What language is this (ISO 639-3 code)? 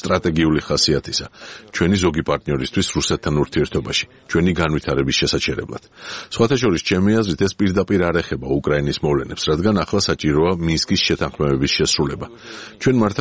kat